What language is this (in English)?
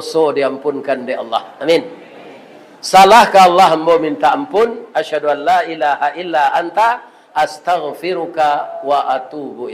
Minangkabau